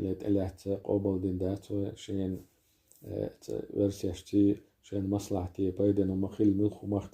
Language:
Chechen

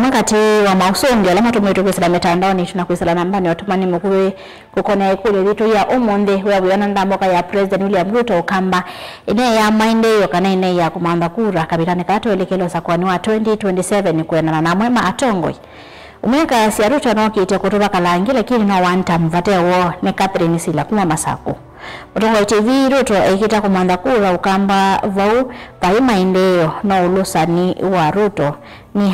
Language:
Kamba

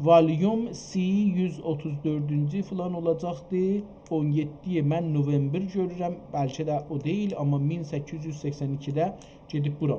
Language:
South Azerbaijani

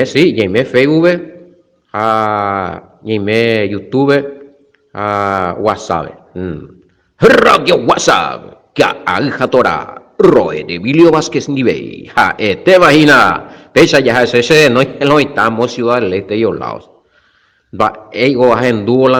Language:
Guarani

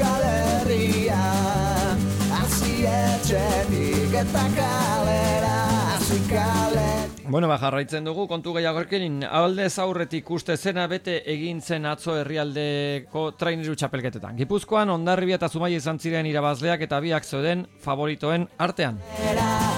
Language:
Basque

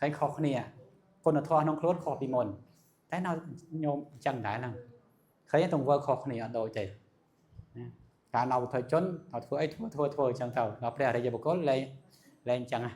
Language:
Khmer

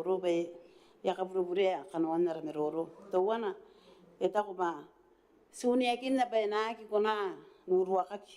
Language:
Gilbertese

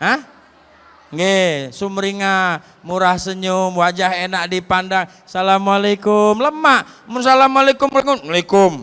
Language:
Musi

